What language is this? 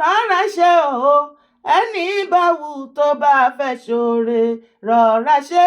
Yoruba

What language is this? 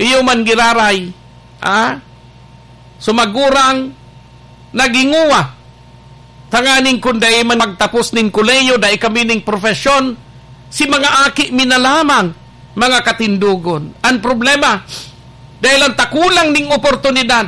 Bikol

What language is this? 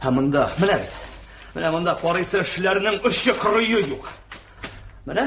Tatar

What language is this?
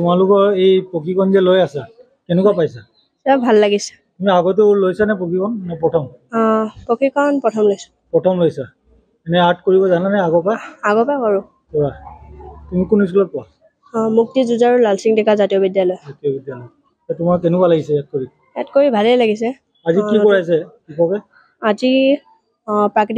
Assamese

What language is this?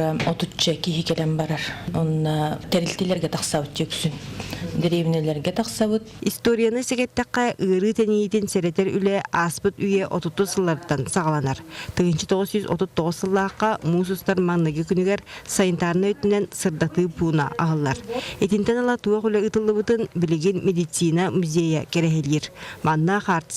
Yakut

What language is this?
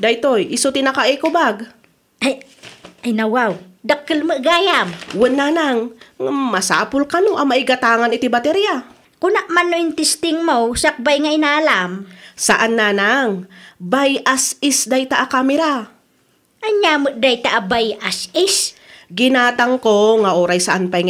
Iloko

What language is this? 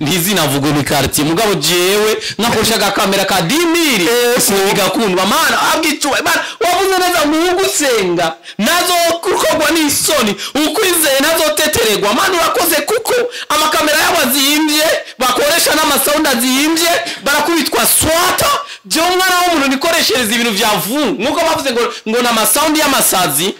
Rundi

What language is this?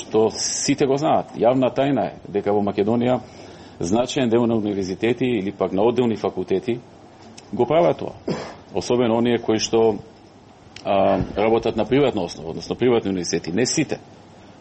Macedonian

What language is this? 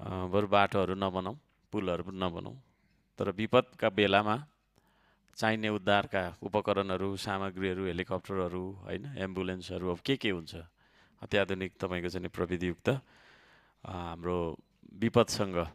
Nepali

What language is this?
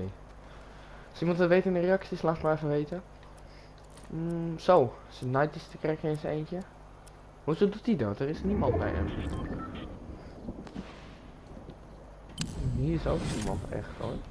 Dutch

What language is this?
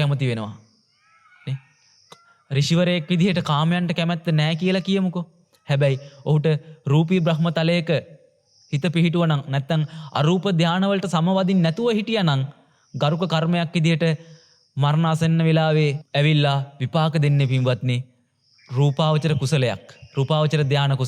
Sinhala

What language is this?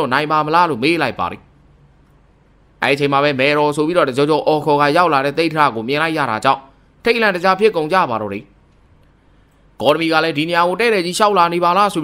Burmese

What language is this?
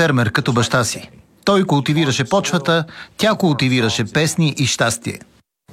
Bulgarian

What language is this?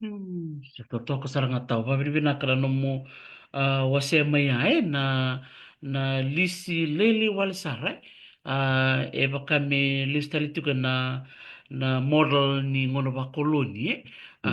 Fijian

